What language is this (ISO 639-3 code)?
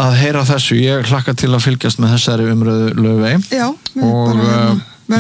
isl